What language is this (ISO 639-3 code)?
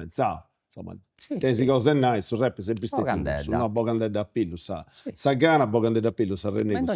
srd